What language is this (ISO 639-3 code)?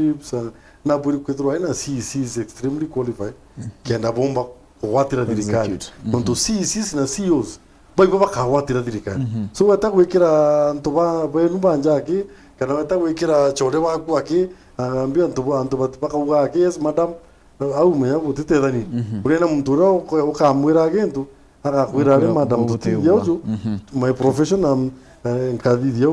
mer